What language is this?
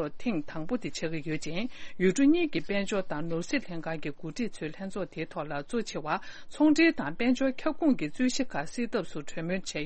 Tibetan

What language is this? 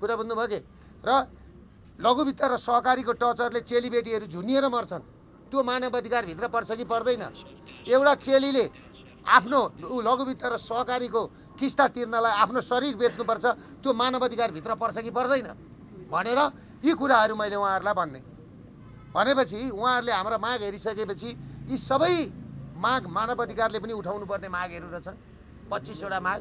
Nepali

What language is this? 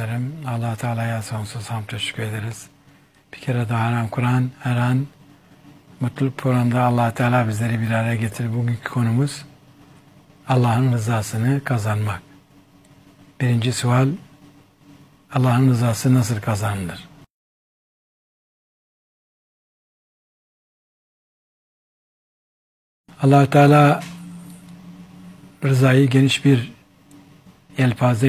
Turkish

